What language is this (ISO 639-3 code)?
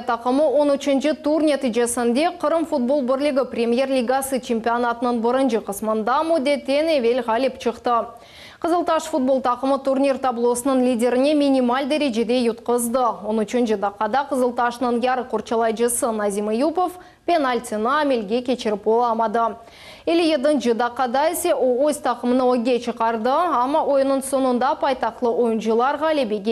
crh